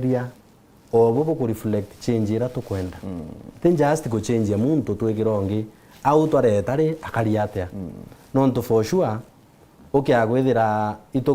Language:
Meru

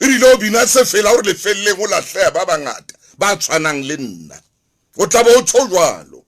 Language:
Southern Sotho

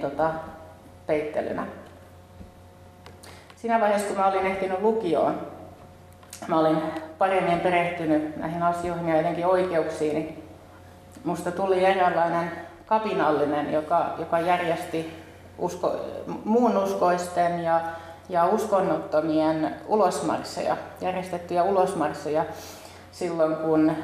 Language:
Finnish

